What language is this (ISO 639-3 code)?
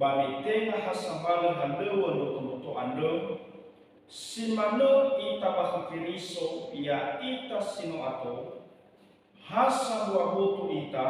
nia